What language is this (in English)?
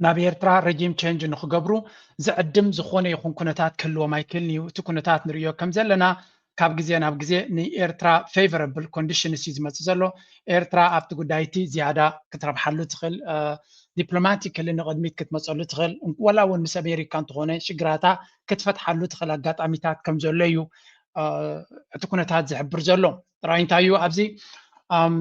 Tigrinya